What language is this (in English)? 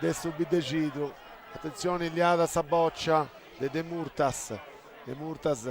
Sardinian